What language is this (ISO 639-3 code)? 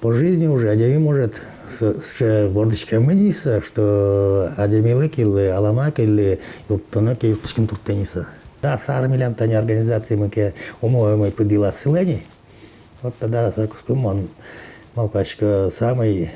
udm